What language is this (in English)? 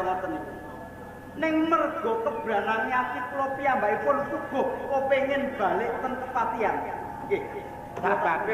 Javanese